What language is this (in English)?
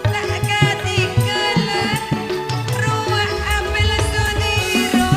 Madurese